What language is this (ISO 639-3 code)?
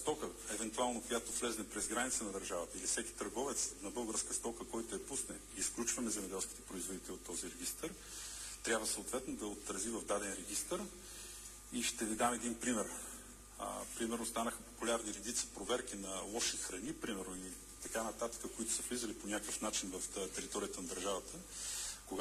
bul